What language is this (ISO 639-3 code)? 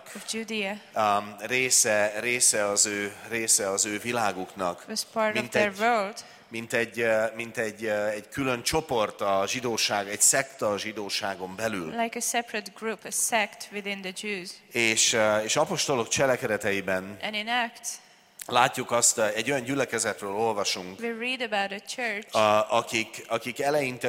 hun